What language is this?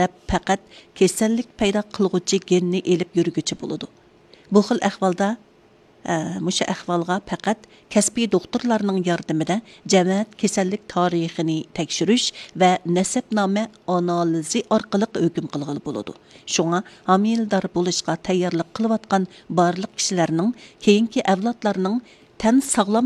Uyghur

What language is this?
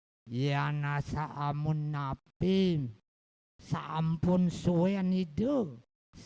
Balinese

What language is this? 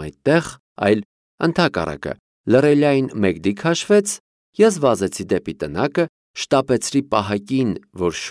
Armenian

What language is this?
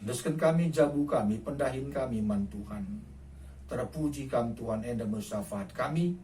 Batak Karo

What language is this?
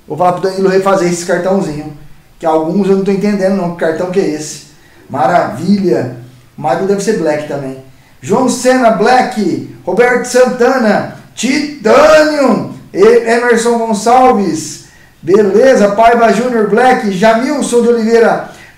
Portuguese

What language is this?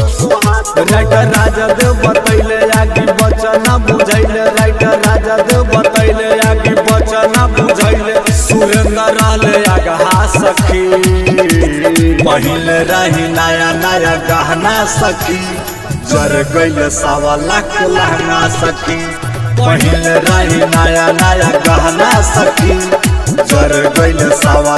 Bhojpuri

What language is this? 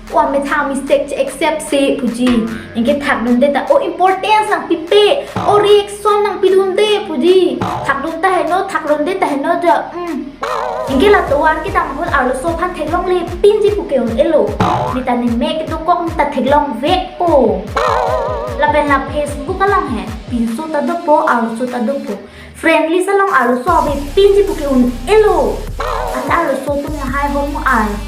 Karbi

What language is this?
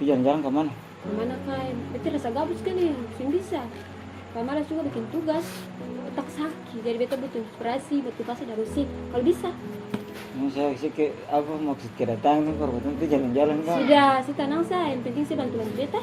Ambonese Malay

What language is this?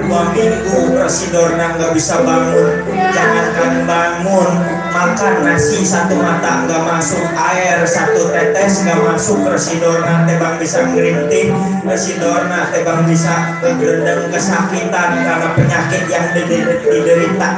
Betawi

